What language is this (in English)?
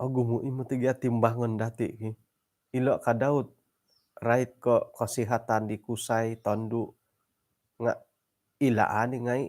Central Dusun